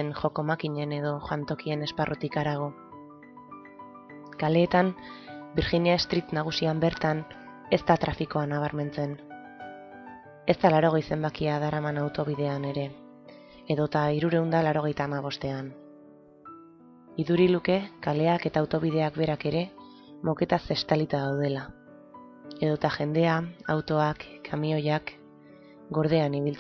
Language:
Basque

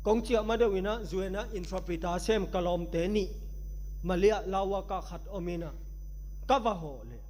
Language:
Tedim Chin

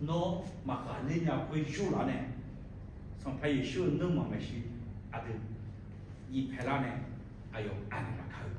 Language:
Akha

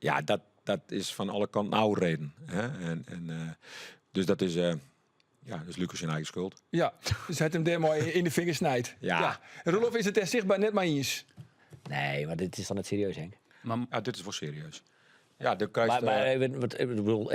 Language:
Western Frisian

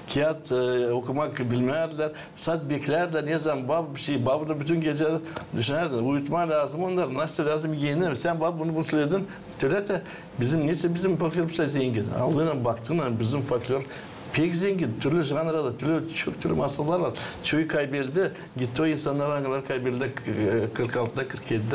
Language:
Gagauz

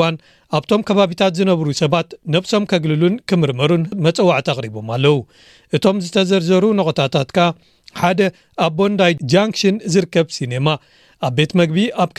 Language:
Tigrinya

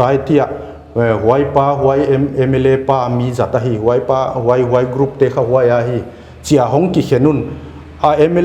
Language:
Paite Chin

